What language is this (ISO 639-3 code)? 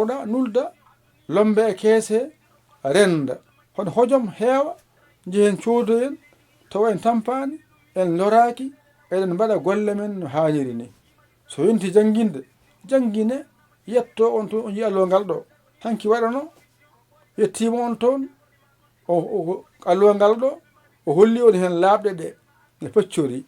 ful